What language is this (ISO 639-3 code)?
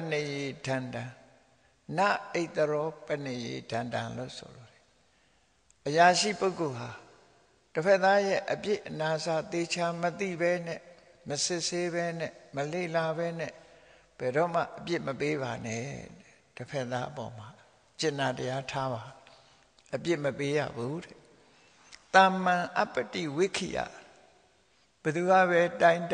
mya